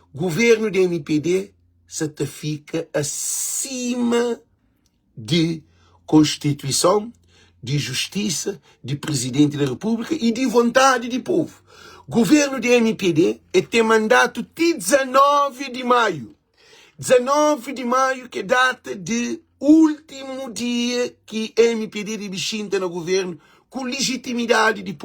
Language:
Kabuverdianu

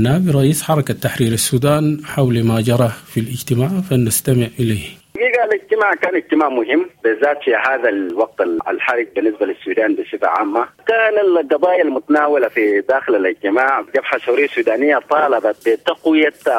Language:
Sudanese Arabic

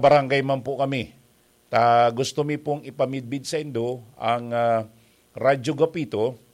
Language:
Bikol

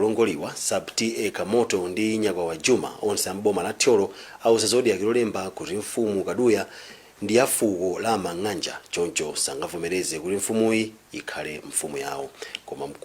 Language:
Nyanja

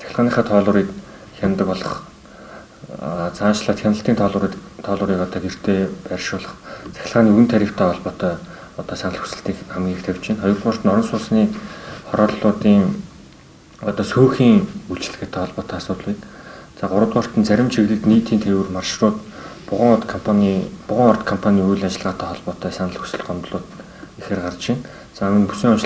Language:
Mongolian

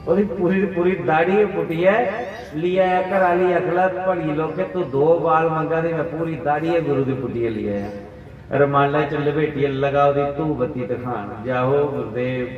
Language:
Dogri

